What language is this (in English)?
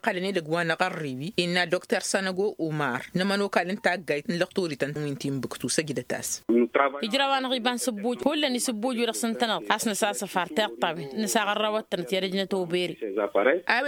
Tamasheq